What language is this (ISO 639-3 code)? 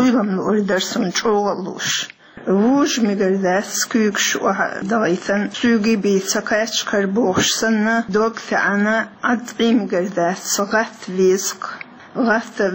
che